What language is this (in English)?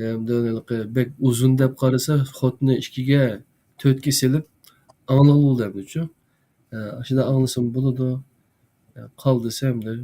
Uyghur